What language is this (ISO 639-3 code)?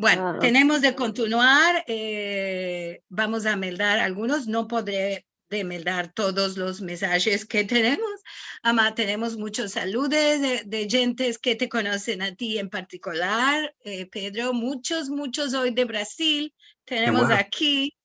lad